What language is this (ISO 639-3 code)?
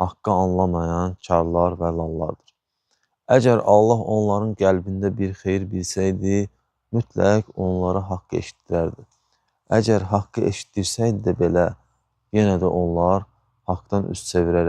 aze